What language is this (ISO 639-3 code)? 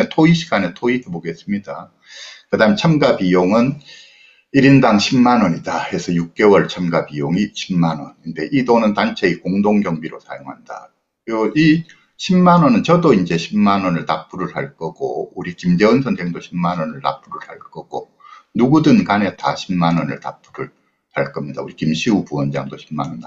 kor